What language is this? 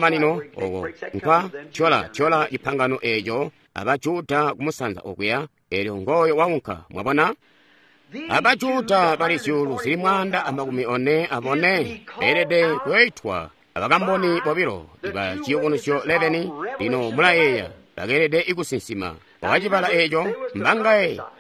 Tonga (Zambia)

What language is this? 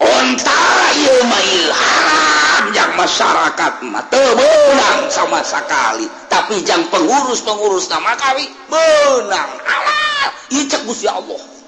Sundanese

